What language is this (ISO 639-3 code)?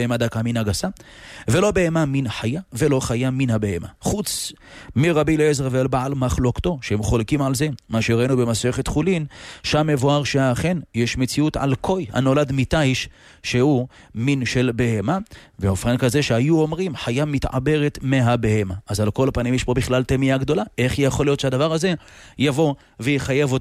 heb